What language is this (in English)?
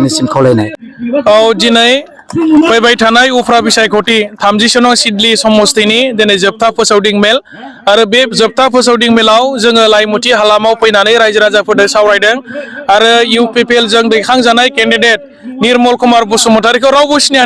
Bodo